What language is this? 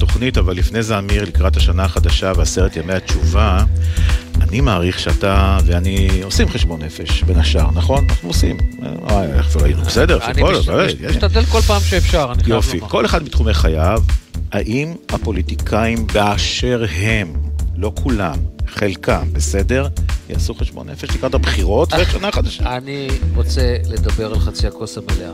Hebrew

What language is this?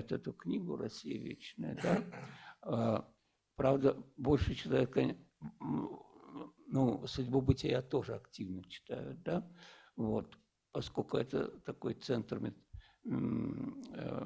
Russian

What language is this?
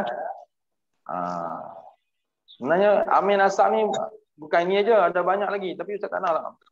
Malay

